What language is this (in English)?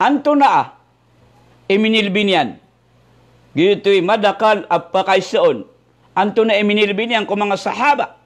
Maranao